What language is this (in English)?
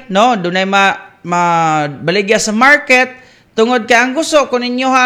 Cebuano